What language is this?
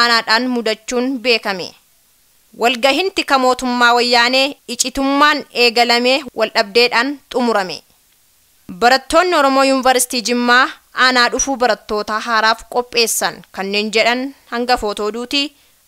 Oromo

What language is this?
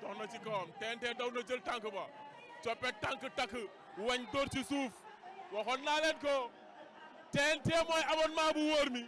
Wolof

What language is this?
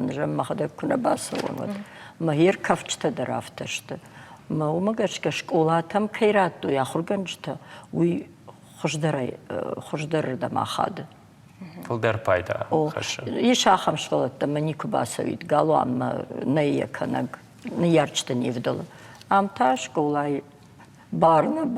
Ossetic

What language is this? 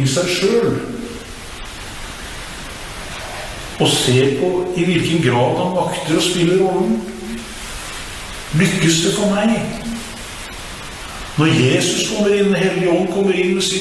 Norwegian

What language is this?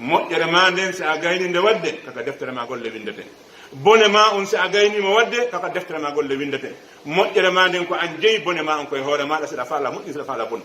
Pular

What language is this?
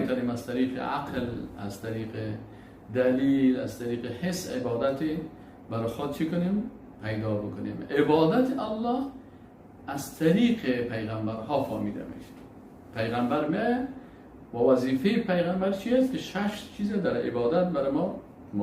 Persian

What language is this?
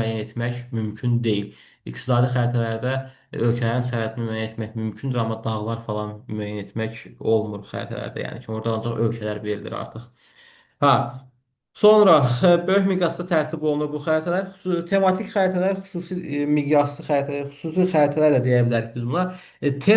Azerbaijani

